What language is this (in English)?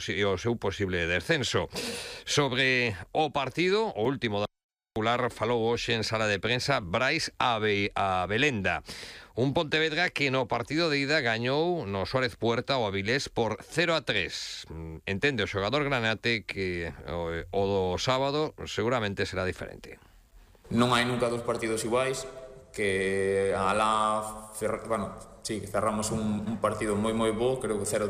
Galician